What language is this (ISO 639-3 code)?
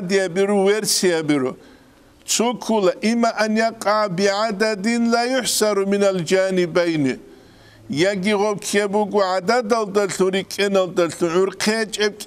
ava